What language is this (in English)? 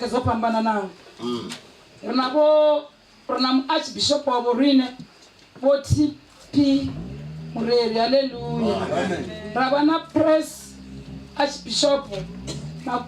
Venda